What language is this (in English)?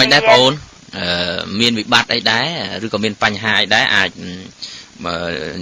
Khmer